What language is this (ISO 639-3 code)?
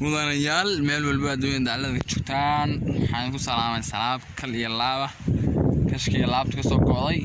som